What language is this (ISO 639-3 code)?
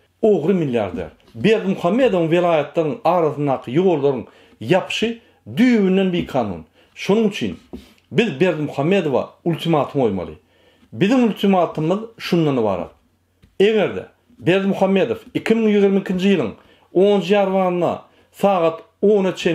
tuk